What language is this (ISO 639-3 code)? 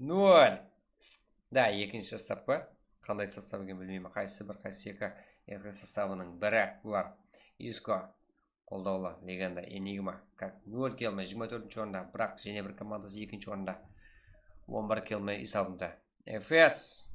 kaa